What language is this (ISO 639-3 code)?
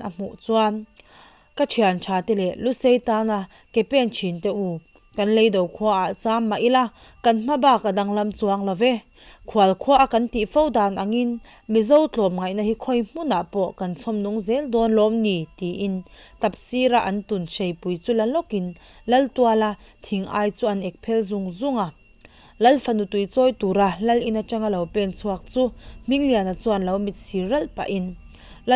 lus